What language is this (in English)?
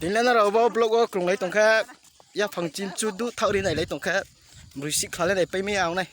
Riang (India)